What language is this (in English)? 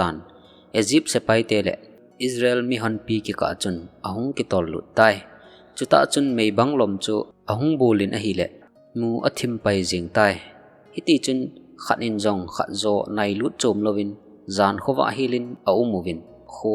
Thado Chin